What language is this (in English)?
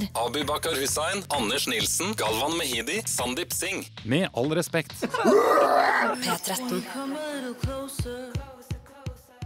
Norwegian